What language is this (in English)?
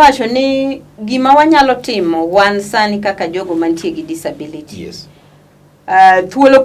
Luo (Kenya and Tanzania)